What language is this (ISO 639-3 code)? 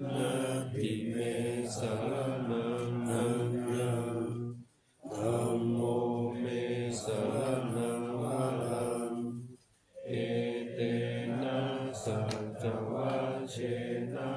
pli